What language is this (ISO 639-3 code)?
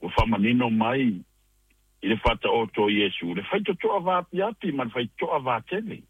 smo